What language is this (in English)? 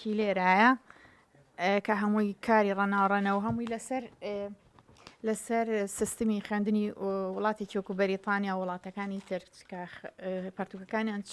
Central Kurdish